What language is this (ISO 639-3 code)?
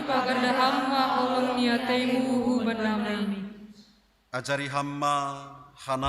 bts